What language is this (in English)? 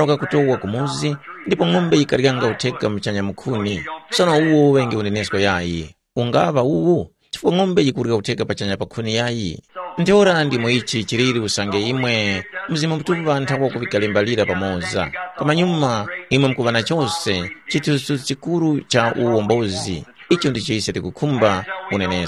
Tumbuka